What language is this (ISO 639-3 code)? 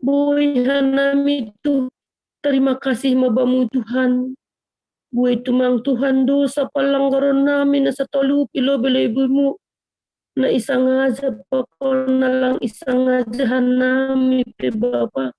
bts